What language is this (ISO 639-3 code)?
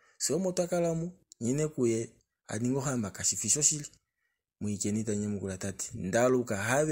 kua